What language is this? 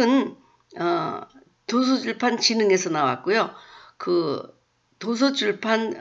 Korean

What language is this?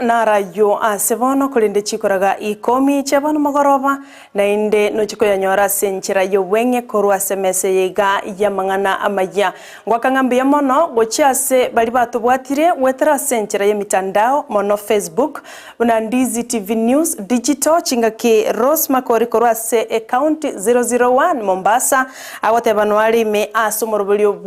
Gusii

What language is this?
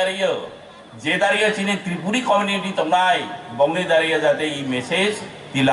Kok Borok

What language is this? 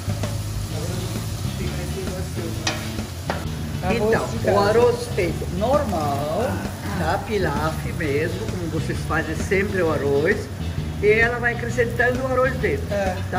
Portuguese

